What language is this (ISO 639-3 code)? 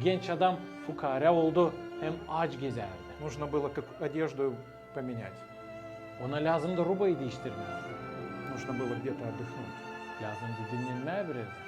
gag